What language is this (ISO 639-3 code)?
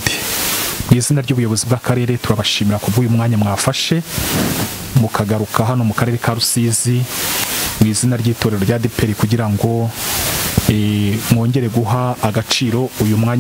kin